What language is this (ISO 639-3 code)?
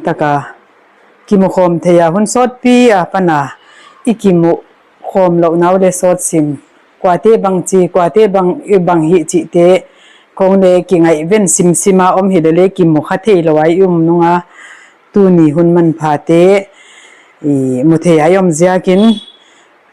pck